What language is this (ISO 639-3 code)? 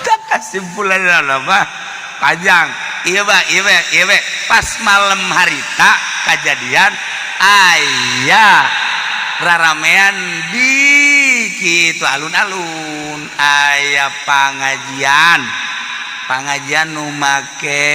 sun